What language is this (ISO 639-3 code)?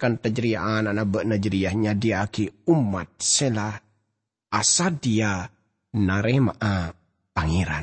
mad